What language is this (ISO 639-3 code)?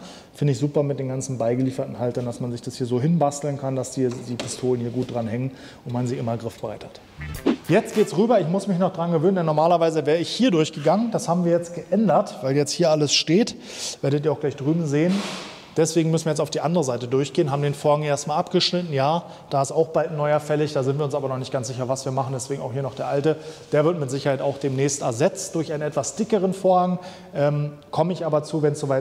deu